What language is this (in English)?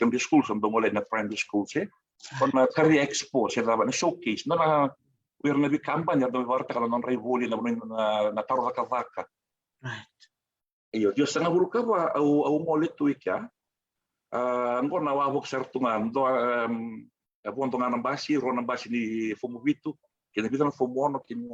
Fijian